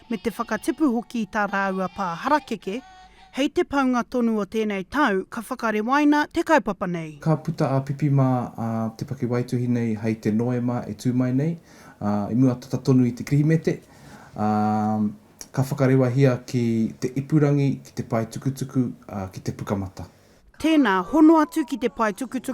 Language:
Māori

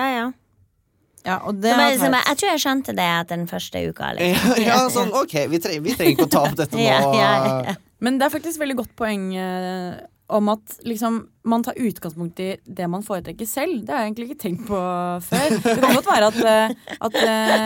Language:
Norwegian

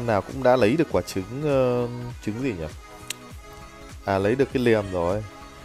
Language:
Vietnamese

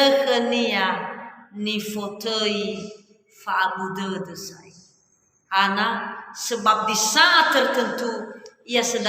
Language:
Nias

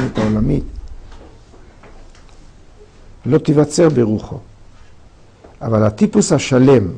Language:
Hebrew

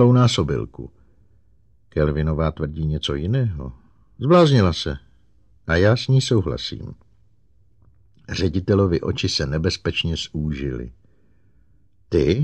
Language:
Czech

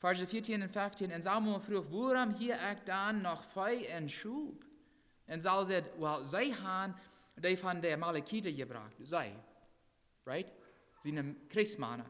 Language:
Plautdietsch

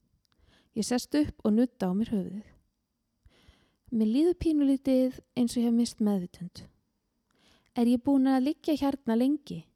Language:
Icelandic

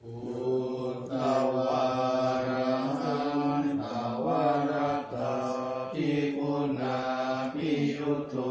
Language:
Pali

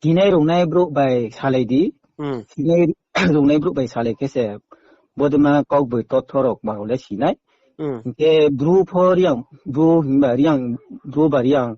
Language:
Riang (India)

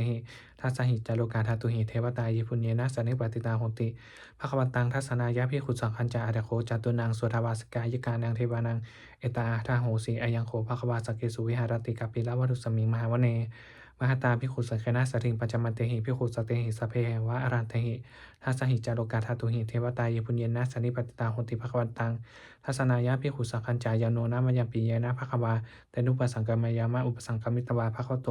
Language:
Pali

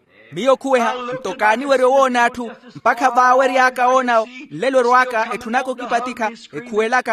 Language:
Makhuwa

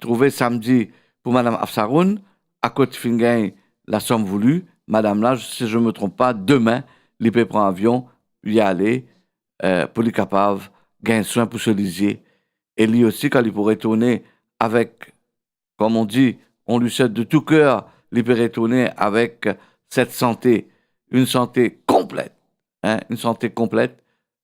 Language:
Morisyen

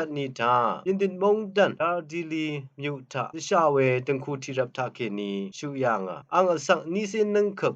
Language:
Rawang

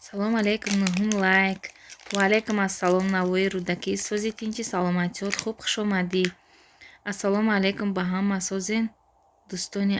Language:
Tajik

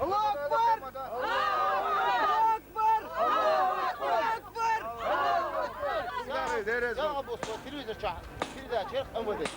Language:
Chechen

